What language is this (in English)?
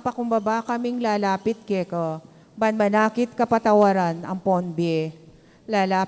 Pampanga